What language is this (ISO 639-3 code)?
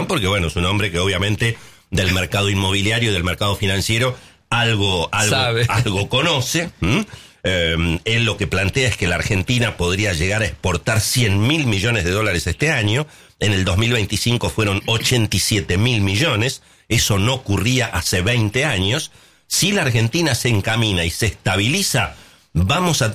spa